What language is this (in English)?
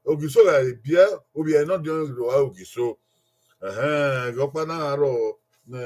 Bini